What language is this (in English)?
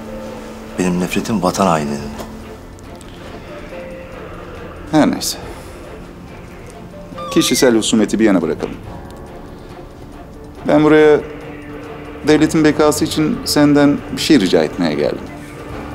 Turkish